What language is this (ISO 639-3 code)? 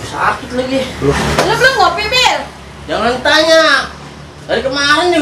bew